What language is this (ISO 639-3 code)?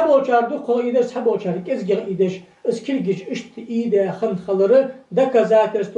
inh